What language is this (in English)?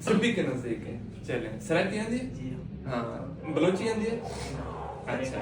Saraiki